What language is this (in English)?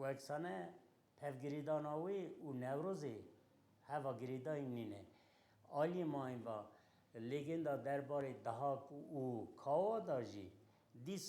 Kurdish